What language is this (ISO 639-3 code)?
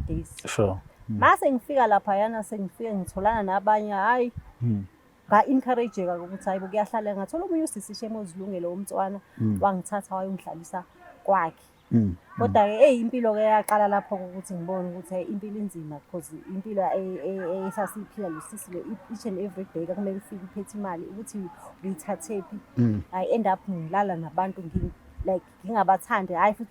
zul